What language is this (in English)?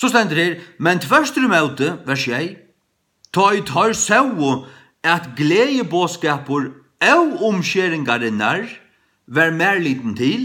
Faroese